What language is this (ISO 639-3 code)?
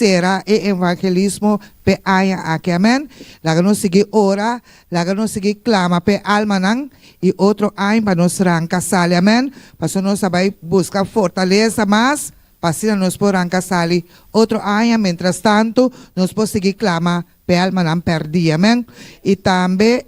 pap